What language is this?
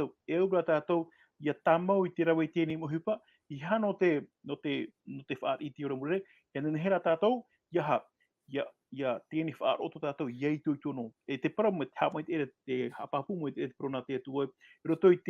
Tahitian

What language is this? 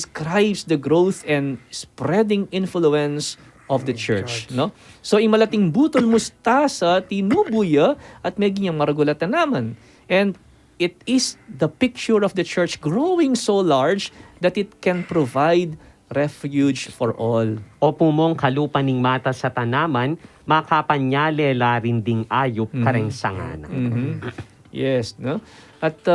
Pampanga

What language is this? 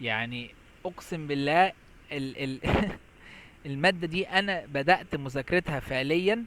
Egyptian Arabic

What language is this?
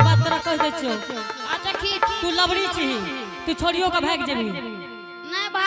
Angika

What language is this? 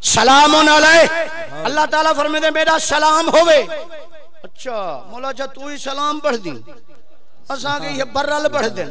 Saraiki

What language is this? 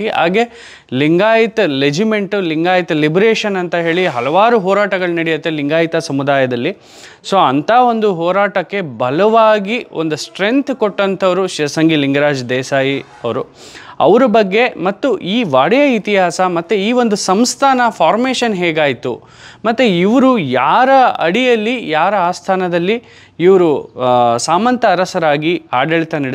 Kannada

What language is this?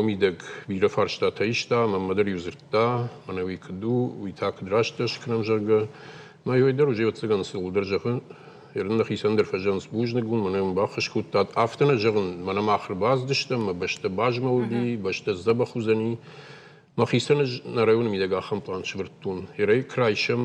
Ossetic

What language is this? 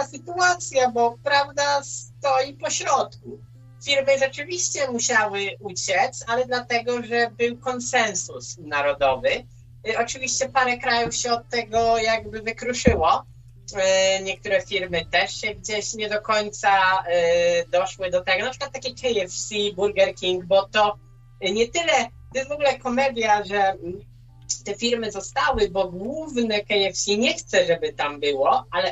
Polish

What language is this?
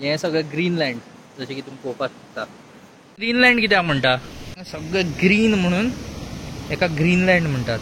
Konkani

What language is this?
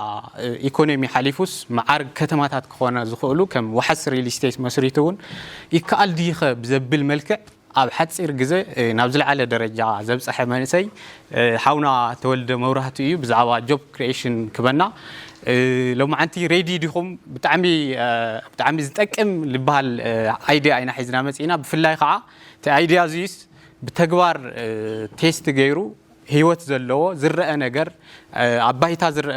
Tigrinya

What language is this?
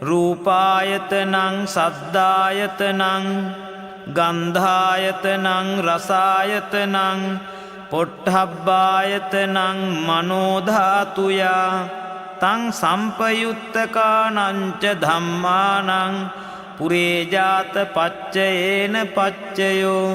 Pali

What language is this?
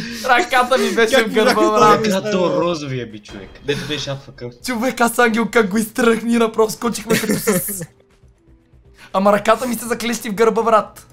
Bulgarian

